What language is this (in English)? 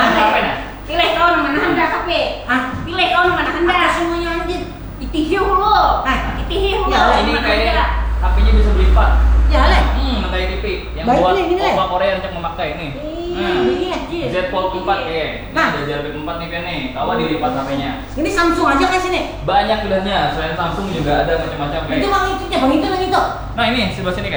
Banjar